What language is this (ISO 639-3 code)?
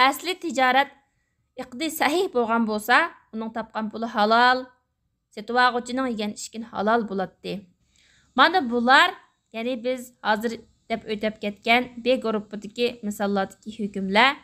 uig